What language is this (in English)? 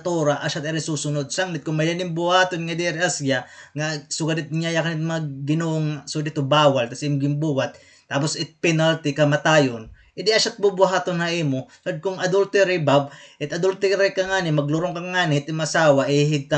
Waray